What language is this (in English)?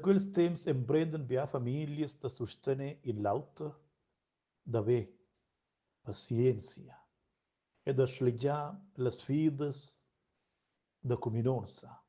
Romansh